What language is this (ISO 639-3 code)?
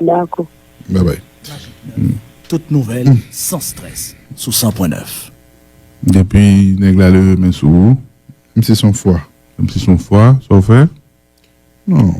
hat